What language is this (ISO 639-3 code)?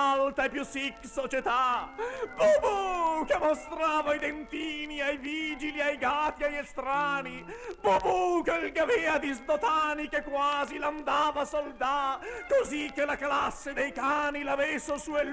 vec